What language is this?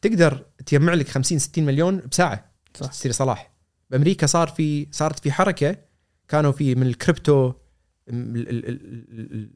Gulf Arabic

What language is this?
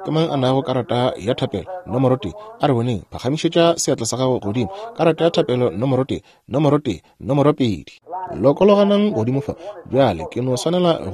Northern Sotho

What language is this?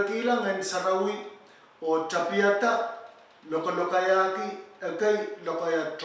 Pohnpeian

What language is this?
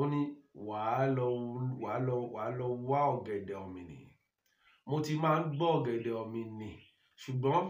Yoruba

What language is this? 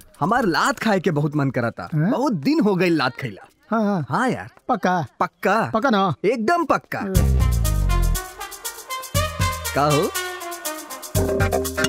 Bhojpuri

